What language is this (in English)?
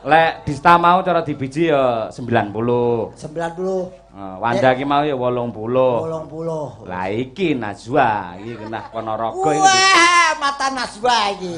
Javanese